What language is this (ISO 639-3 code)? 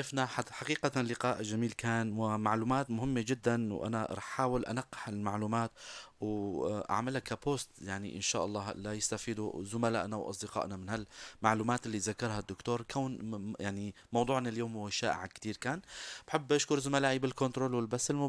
apc